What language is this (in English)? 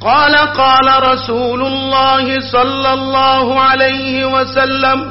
Eastern Balochi